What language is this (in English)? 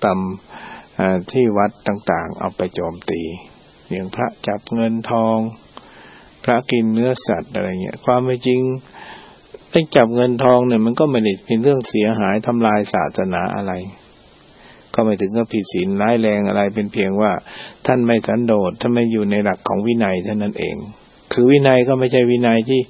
Thai